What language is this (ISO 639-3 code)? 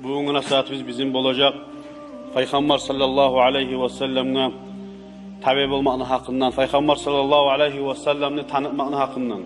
kum